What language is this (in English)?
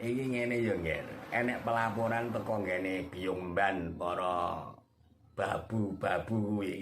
Javanese